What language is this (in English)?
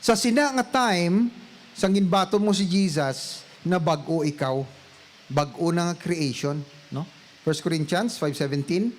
Hiligaynon